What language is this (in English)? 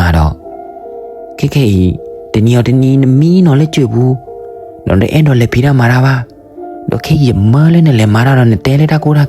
S'gaw Karen